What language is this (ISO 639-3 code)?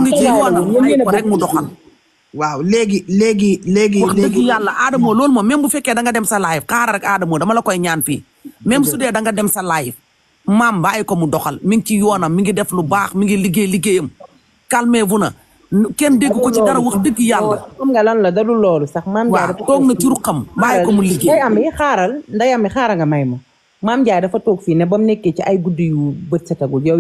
wol